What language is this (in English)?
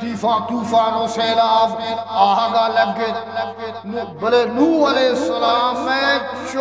Eastern Balochi